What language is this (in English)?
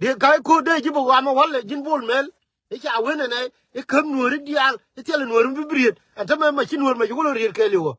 Nuer